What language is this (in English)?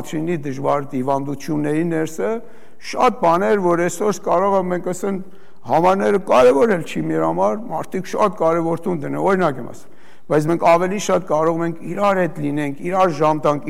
Armenian